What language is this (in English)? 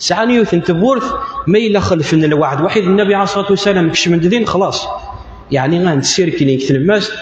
Kabyle